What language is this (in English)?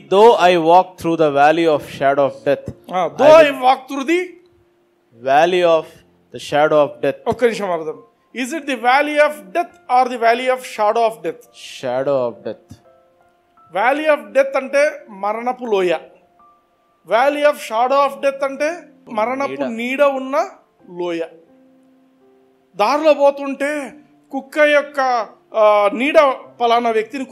Telugu